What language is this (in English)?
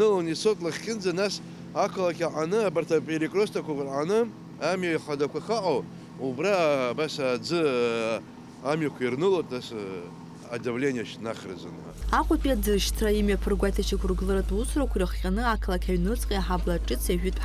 Abkhazian